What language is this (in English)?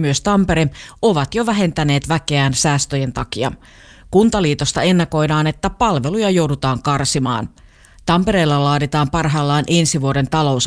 Finnish